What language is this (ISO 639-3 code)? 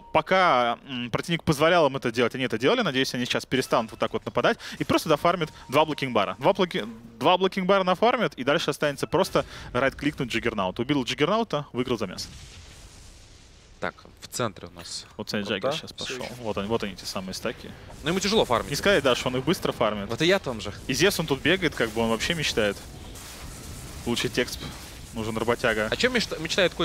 rus